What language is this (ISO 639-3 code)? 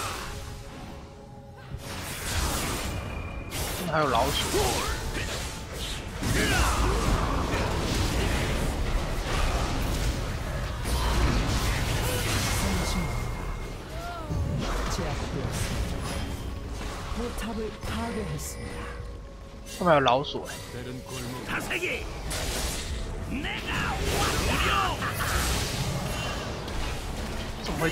zho